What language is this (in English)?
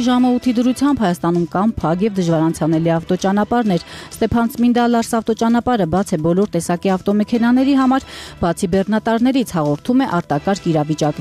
Armenian